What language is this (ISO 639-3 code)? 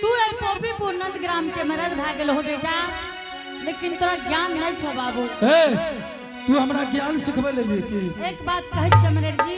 anp